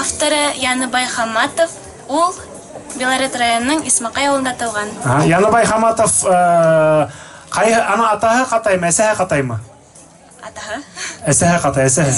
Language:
Bashkir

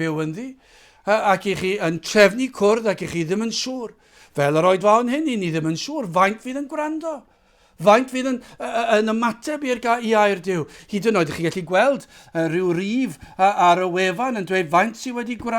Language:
Welsh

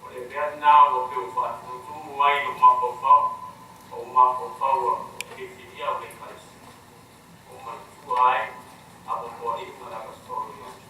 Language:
Samoan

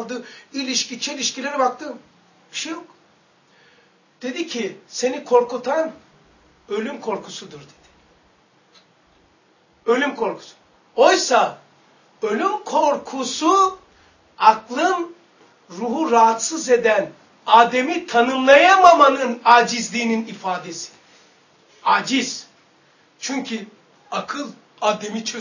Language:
Turkish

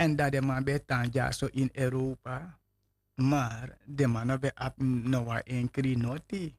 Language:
Sranan Tongo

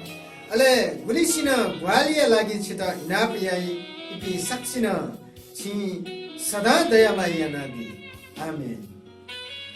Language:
Newari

